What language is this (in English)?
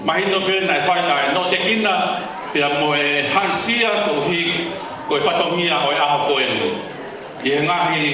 Tongan